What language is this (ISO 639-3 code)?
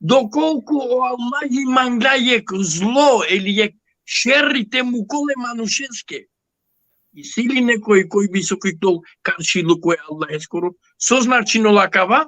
rmn